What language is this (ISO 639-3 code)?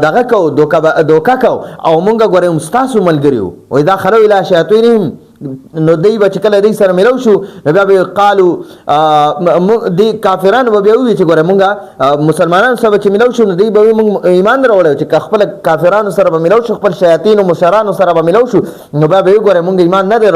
pus